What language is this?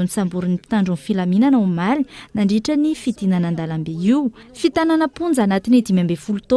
Malagasy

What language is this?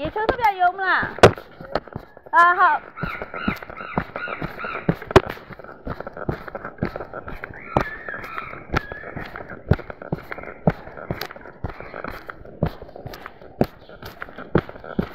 Burmese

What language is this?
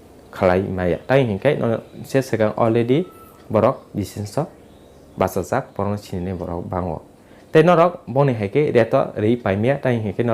Kok Borok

